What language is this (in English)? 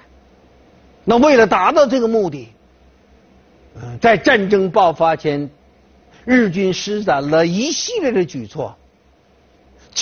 Chinese